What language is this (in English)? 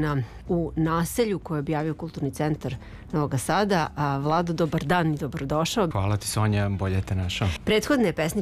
Serbian